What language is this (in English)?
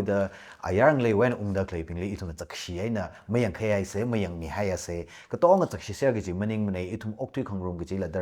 Tangkhul Naga (India)